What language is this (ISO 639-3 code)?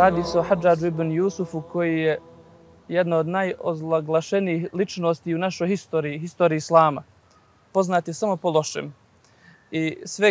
bos